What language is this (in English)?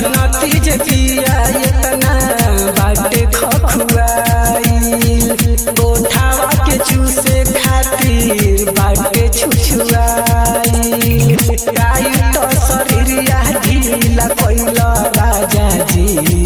Bhojpuri